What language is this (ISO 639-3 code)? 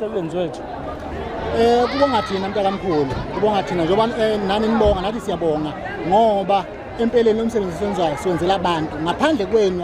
zul